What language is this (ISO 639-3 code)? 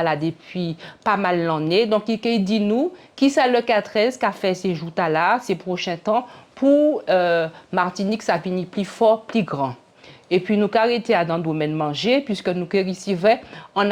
gcf